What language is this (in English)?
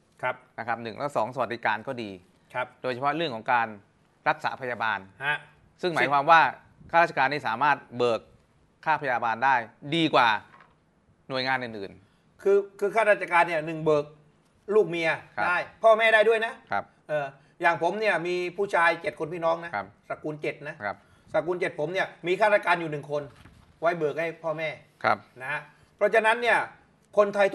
Thai